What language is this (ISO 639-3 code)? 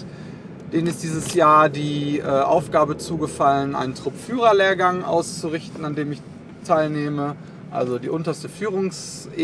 deu